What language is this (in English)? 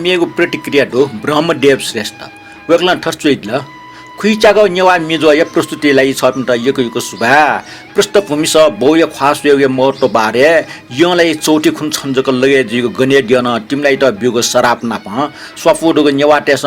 Newari